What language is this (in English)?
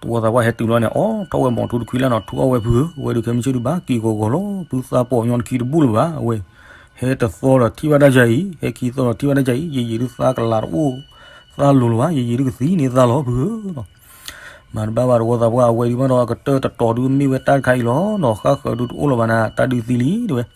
S'gaw Karen